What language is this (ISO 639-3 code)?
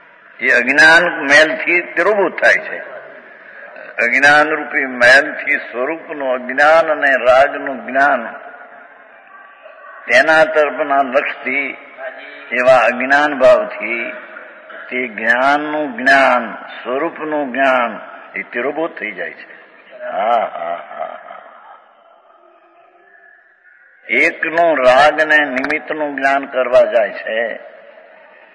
guj